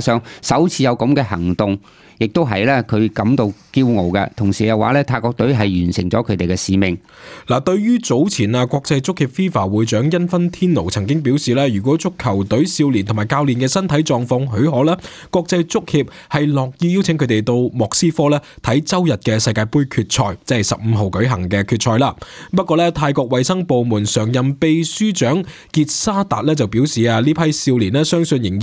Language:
Cantonese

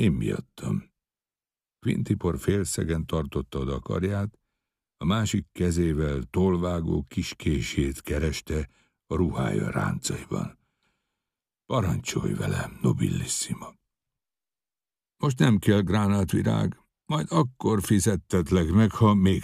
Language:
Hungarian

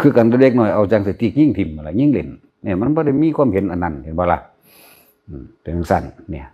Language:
Northeastern Thai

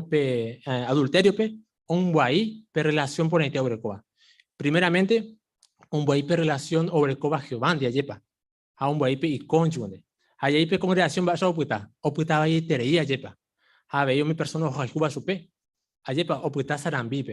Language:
Guarani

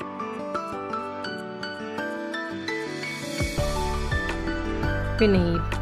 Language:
Malayalam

